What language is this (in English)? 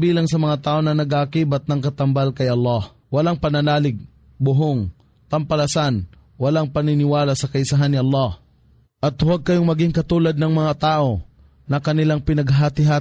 Filipino